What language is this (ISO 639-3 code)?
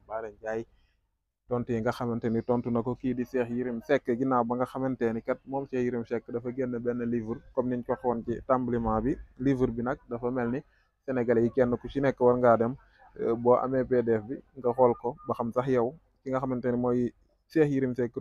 wol